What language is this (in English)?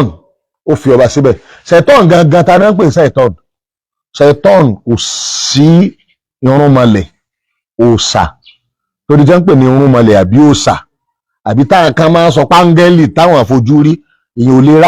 Yoruba